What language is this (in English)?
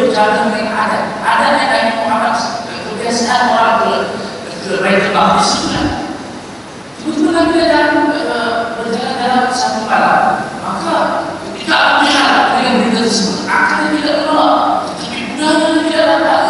Malay